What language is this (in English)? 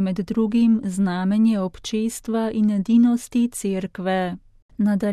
Slovenian